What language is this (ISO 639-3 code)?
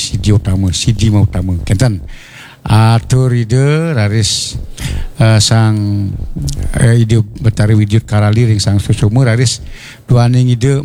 ban